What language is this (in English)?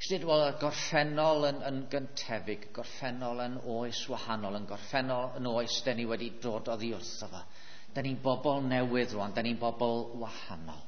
Welsh